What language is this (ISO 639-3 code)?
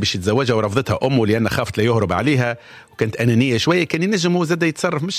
aeb